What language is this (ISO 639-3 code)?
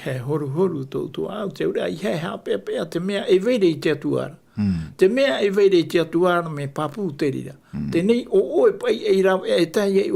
tah